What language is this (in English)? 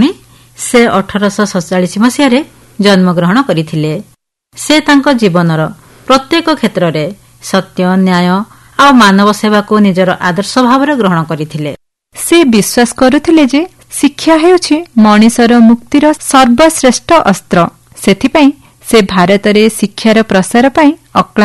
Odia